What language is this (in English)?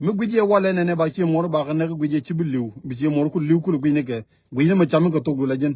Nuer